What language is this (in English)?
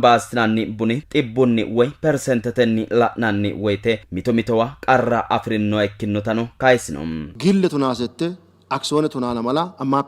Sidamo